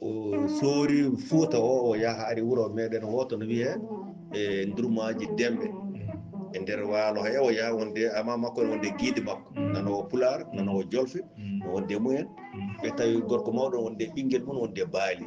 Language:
Fula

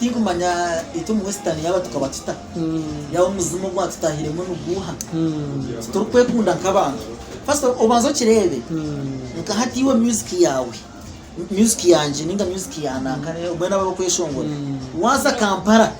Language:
Nyankole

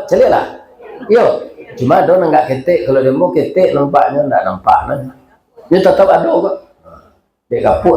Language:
Minangkabau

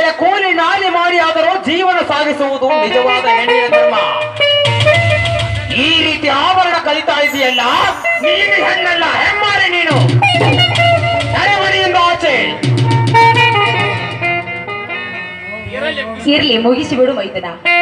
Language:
Kannada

